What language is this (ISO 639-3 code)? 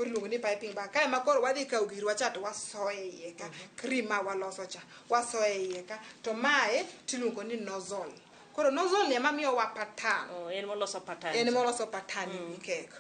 luo